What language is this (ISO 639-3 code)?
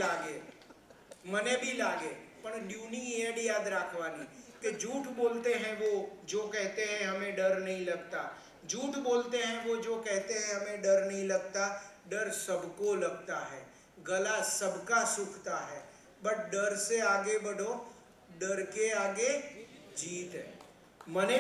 guj